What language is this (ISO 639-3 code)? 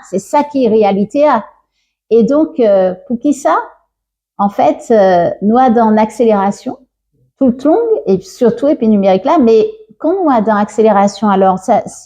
gcf